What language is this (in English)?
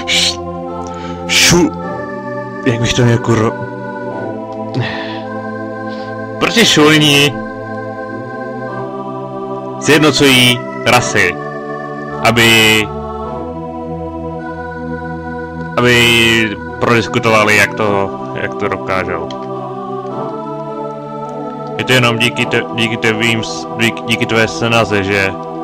Czech